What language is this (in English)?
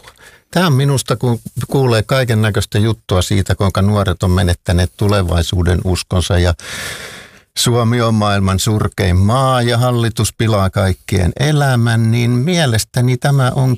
Finnish